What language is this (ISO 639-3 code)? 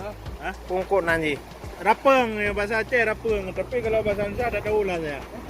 ace